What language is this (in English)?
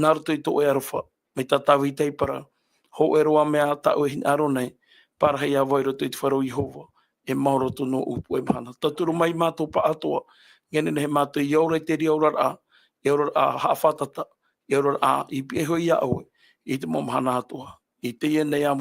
Tahitian